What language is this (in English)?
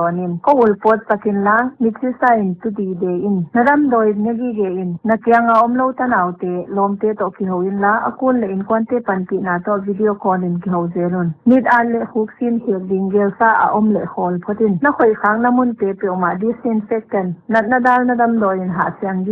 Paite Chin